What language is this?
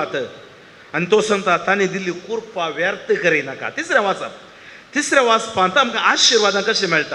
Konkani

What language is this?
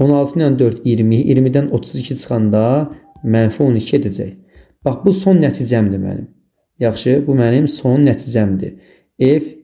Azerbaijani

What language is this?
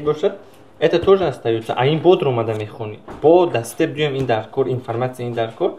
Tajik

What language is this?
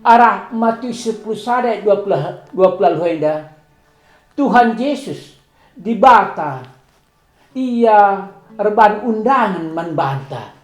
Batak Karo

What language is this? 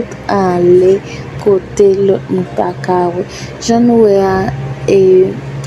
Haitian Creole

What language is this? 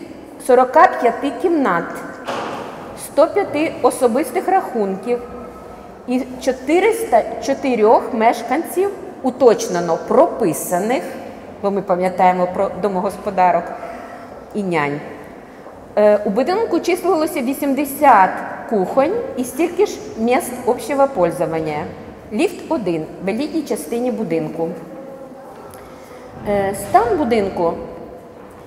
Ukrainian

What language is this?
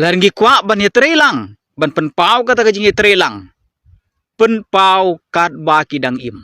Khasi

